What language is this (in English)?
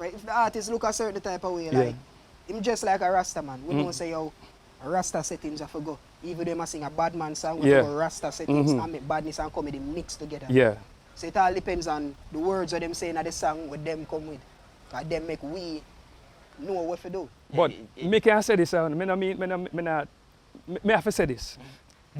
Jamaican Creole English